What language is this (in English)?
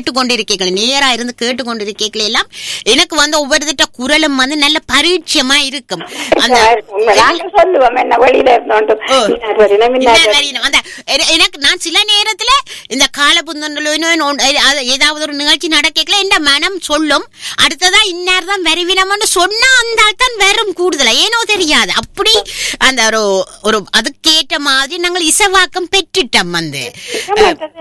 Tamil